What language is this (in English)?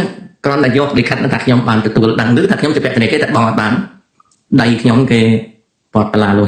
Khmer